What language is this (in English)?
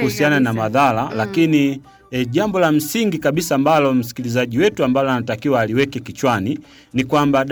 Swahili